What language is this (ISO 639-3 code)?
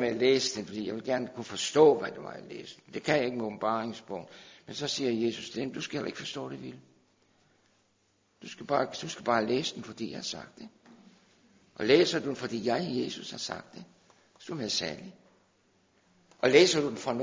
dan